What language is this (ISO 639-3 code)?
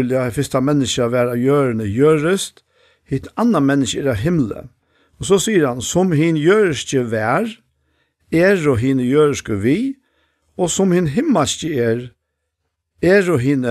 fao